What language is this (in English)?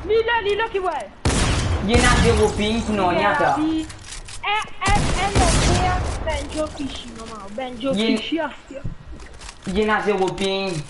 Morisyen